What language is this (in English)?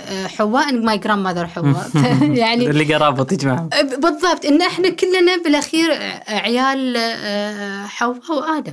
Gulf Arabic